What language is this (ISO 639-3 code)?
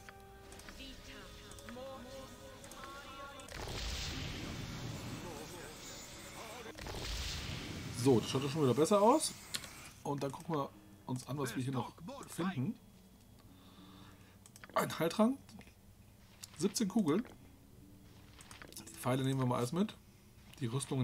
deu